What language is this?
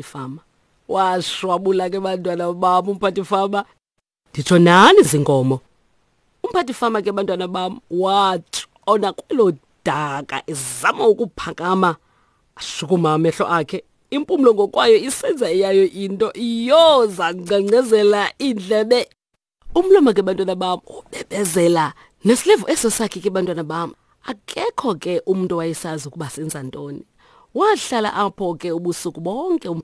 Xhosa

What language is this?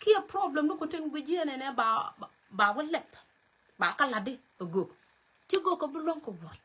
Nuer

